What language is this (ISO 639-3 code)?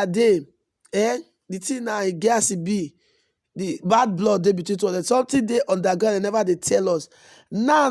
pcm